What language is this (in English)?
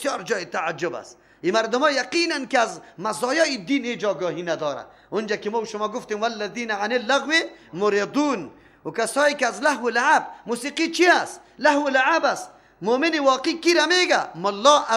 Persian